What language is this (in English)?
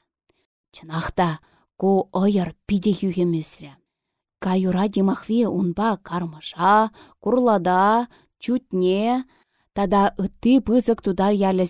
Chuvash